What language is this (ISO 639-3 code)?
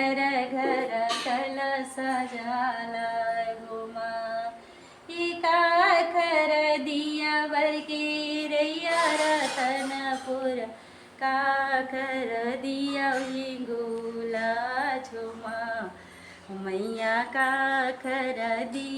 hne